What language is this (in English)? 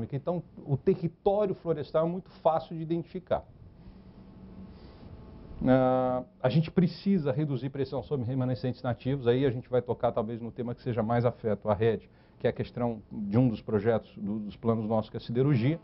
Portuguese